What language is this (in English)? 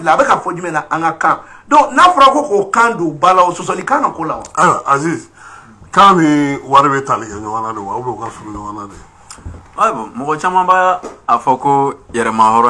Bambara